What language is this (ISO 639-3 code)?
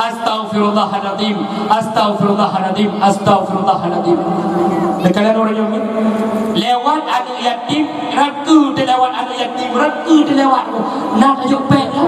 ace